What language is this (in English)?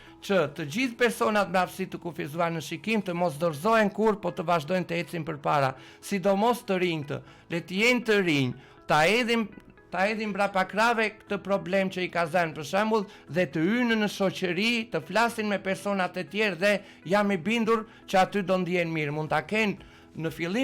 Albanian